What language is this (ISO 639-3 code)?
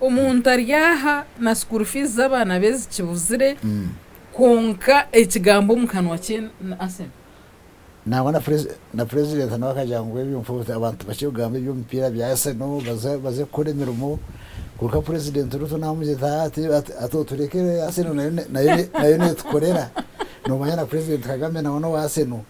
nyn